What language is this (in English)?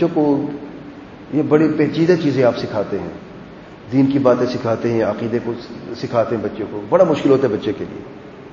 Urdu